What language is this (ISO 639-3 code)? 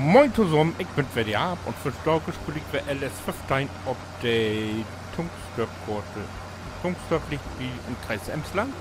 nds